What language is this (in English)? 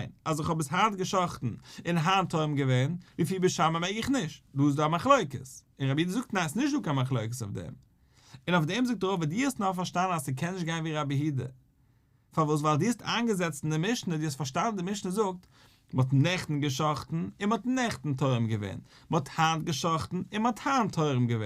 Yiddish